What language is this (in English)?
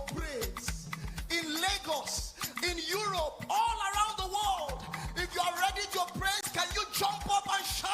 Ewe